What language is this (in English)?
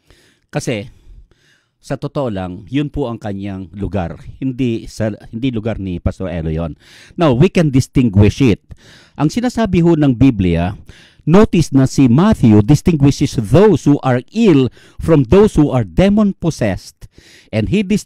Filipino